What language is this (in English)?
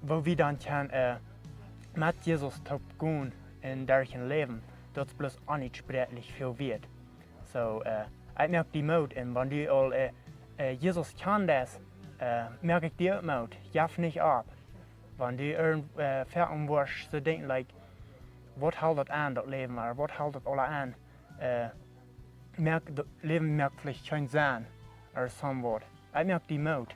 Plautdietsch